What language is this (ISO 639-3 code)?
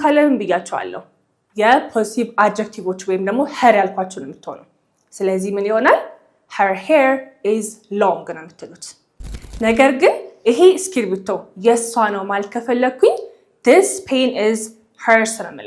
amh